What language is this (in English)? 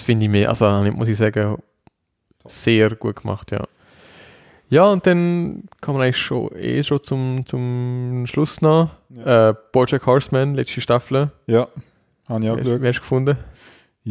German